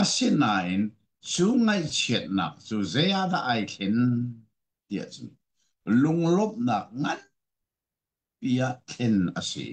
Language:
Hakha Chin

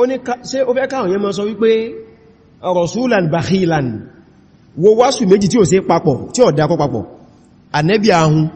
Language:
Yoruba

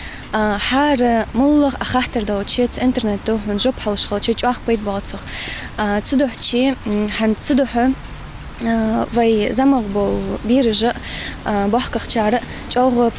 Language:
Ingush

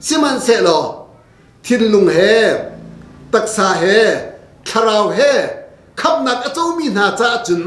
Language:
Hakha Chin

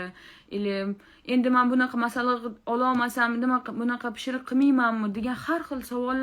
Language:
Uzbek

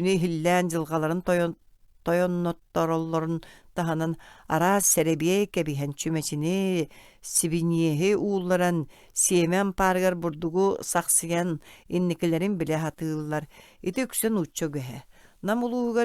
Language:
Yakut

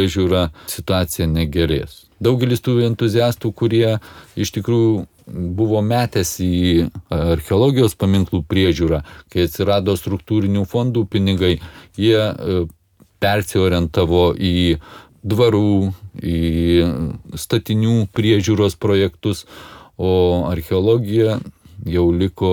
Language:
Lithuanian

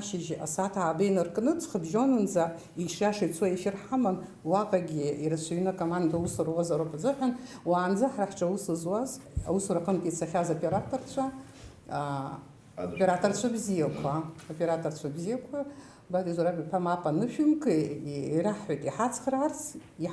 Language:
Abkhazian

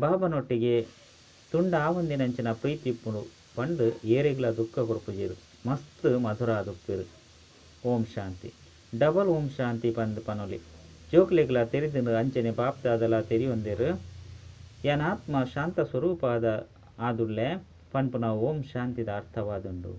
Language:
Tulu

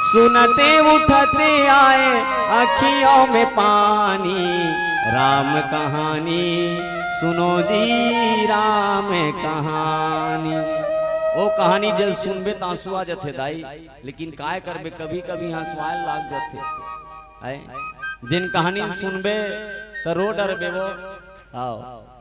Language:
Chhattisgarhi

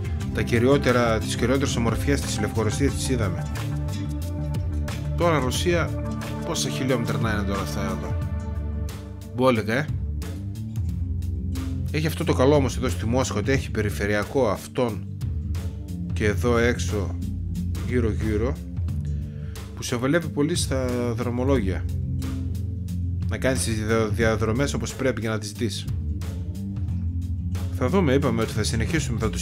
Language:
Greek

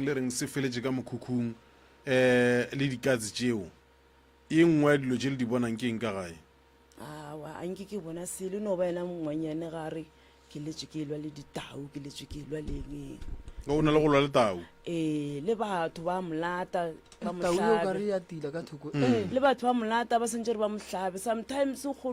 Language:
Northern Sotho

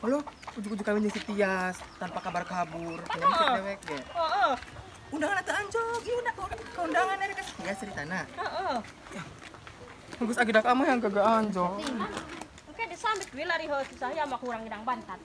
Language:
Sundanese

